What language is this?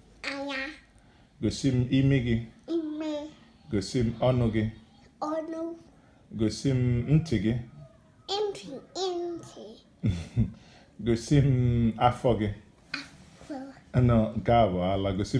Igbo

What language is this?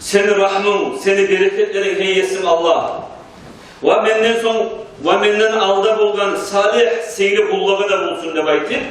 Kumyk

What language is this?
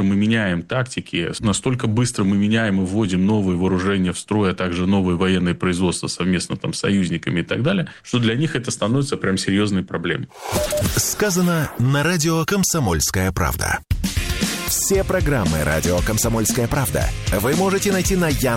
Russian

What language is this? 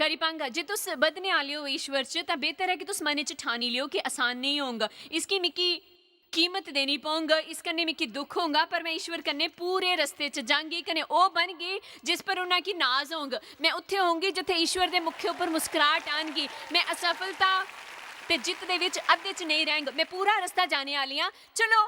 Dogri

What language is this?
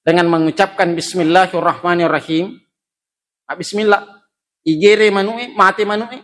Buginese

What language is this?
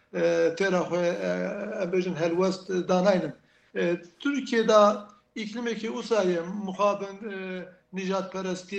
Kurdish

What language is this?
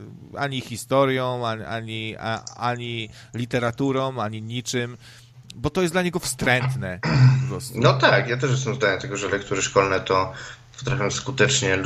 Polish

